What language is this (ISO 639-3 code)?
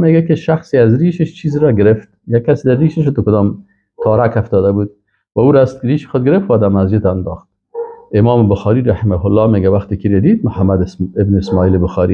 fas